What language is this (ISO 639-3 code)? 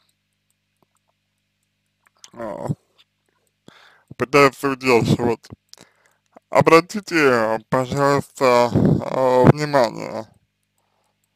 rus